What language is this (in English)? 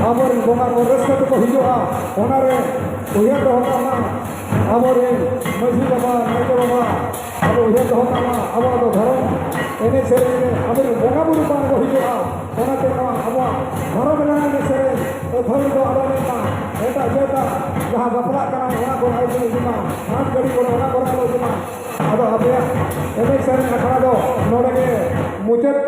Santali